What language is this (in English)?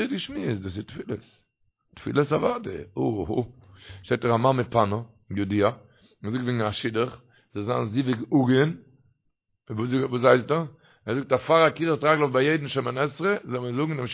Yiddish